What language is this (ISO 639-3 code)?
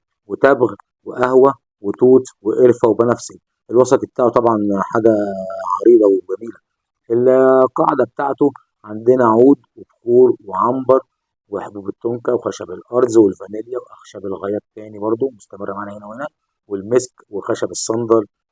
arz